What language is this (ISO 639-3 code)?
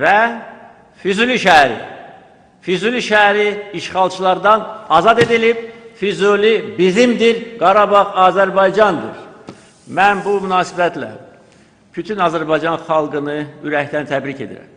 aze